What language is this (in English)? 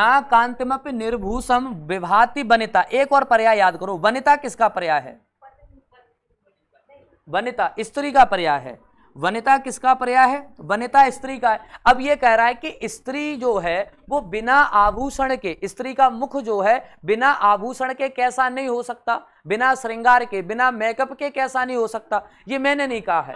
Hindi